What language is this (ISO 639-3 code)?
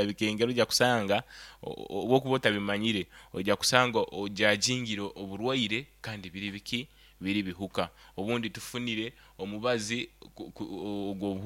nyo